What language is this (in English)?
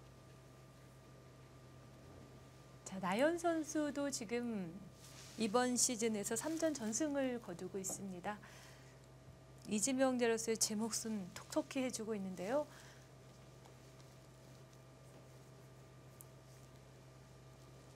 Korean